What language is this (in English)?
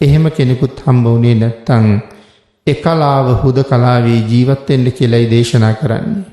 Sinhala